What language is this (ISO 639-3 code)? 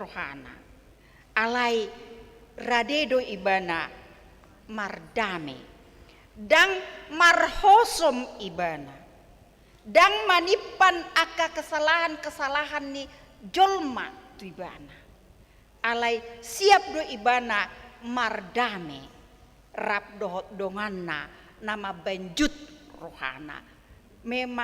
bbc